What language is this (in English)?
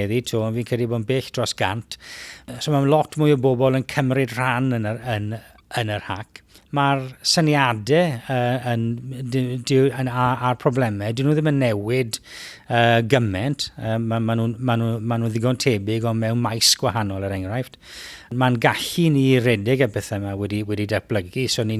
Welsh